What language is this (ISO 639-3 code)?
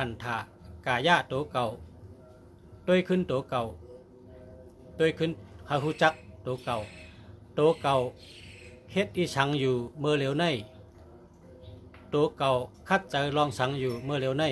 shn